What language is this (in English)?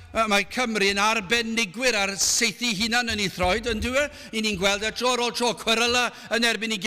Welsh